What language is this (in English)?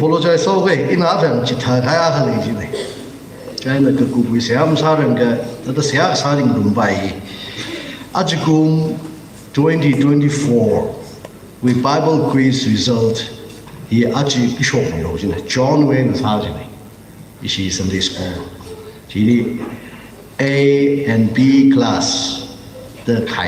Tangkhul Naga (India)